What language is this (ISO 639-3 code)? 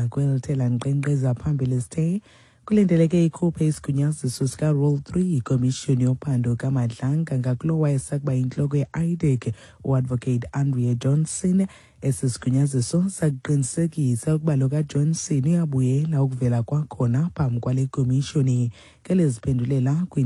xho